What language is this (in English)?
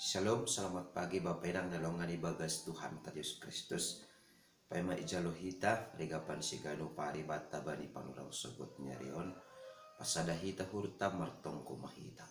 Batak Simalungun